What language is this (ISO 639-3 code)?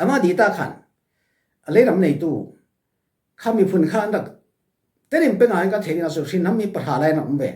cfm